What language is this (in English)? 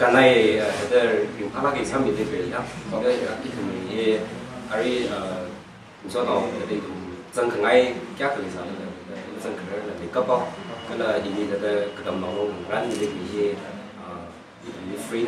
Tangkhul Naga (India)